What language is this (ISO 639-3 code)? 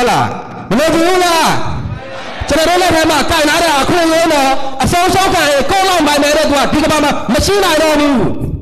mya